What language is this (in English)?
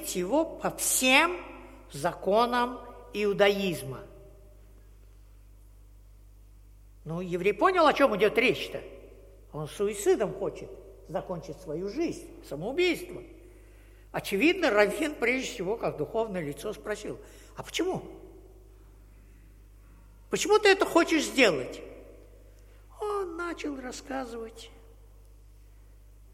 Russian